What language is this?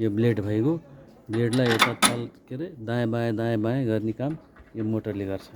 Nepali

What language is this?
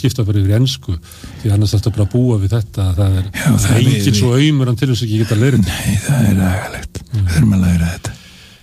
Icelandic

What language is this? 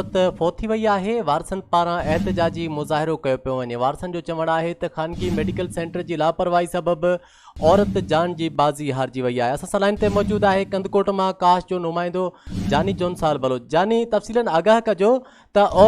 Sindhi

